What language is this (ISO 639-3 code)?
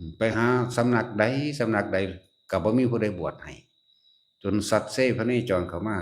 lao